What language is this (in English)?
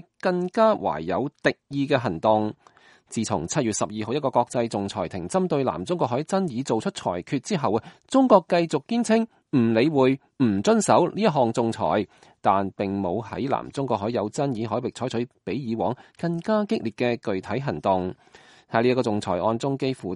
Cantonese